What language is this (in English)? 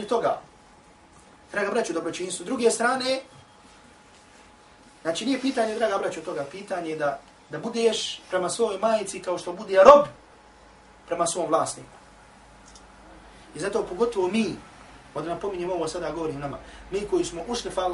Bosnian